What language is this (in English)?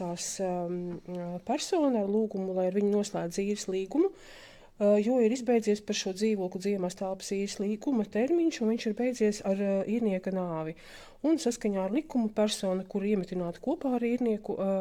Latvian